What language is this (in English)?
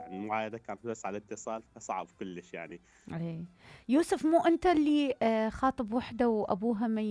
Mesopotamian Arabic